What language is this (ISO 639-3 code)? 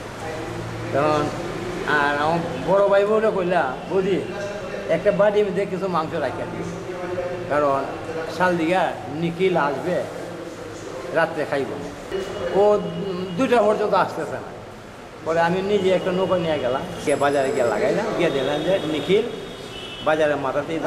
ben